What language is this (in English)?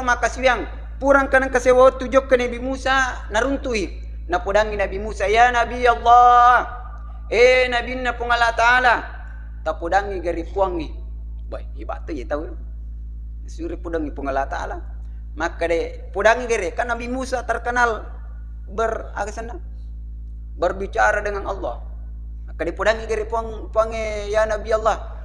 Buginese